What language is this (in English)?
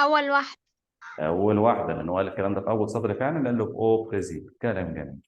Egyptian Arabic